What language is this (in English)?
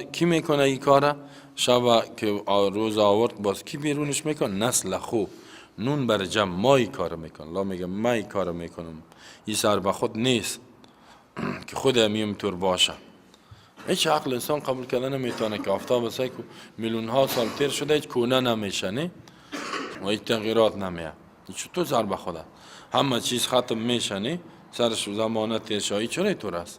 Persian